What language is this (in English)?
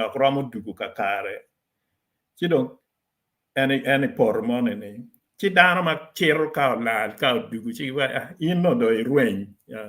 Acoli